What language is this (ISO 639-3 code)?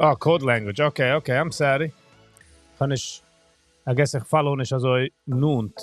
yid